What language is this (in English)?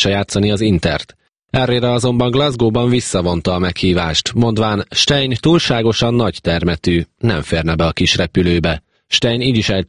Hungarian